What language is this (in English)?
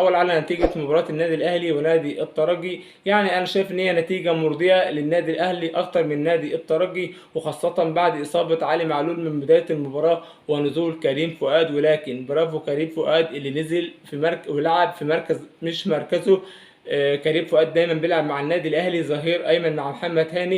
Egyptian Arabic